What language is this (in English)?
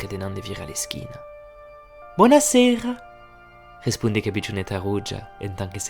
Occitan